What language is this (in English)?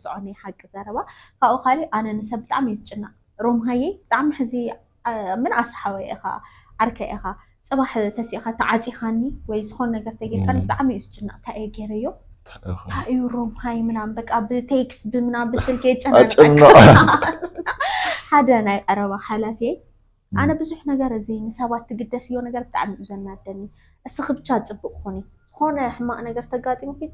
Tigrinya